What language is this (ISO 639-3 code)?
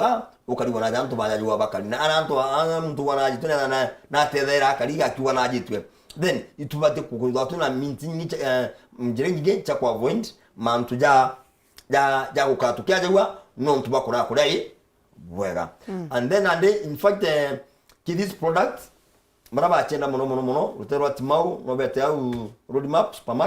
mer